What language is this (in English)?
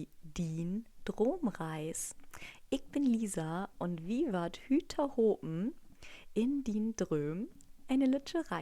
Low German